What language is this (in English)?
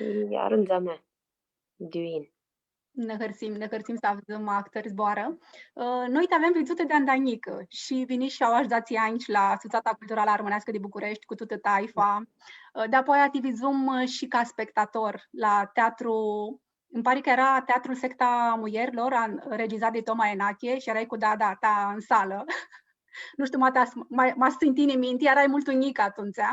Aromanian